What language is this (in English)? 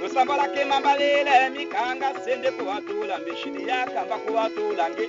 Tetela